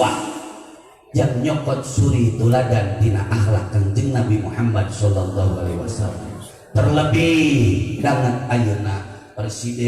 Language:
Sundanese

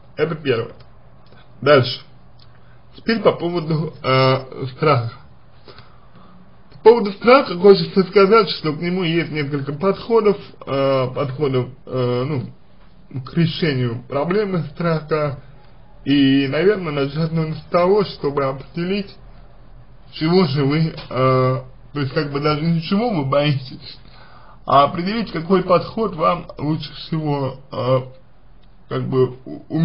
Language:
Russian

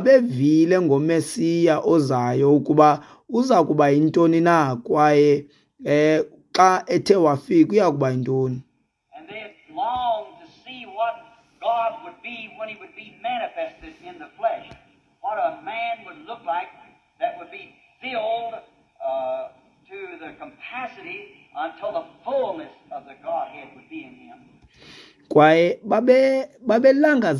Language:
Xhosa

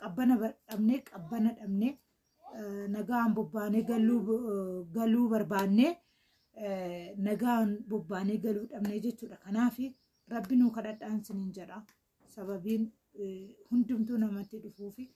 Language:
Oromo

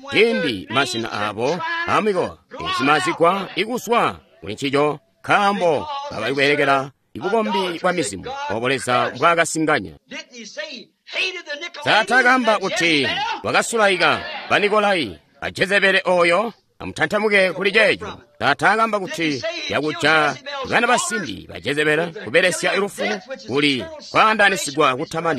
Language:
Tonga (Zambia)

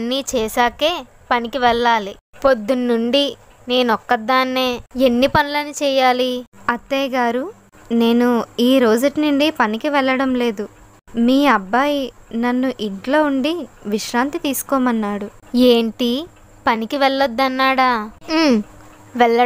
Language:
Telugu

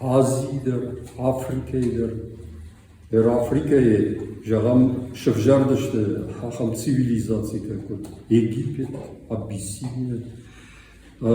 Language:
Ossetic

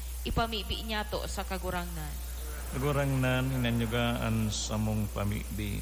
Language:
Bikol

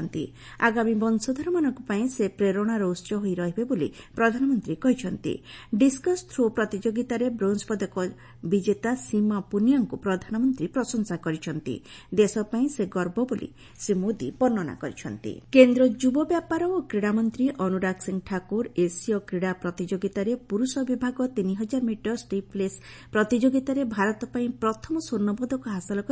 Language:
Odia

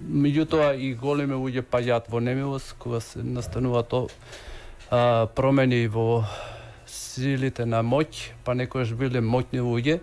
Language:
Macedonian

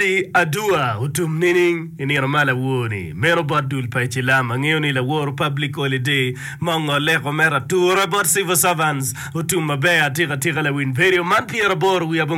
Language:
Acoli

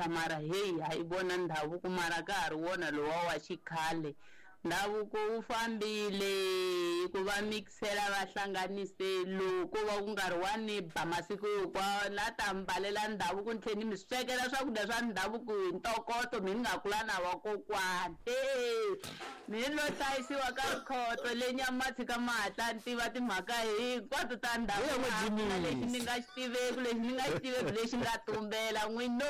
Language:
Tsonga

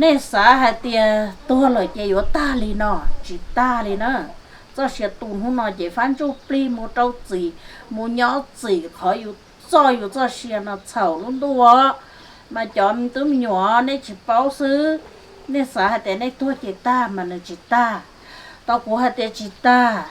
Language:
Hmong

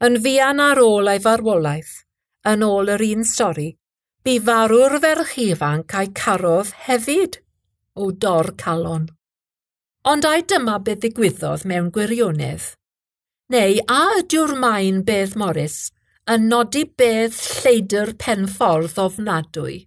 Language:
Welsh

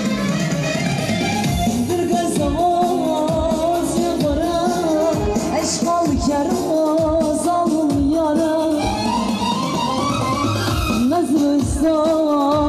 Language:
Turkish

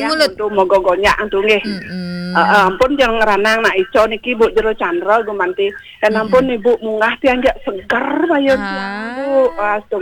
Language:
Balinese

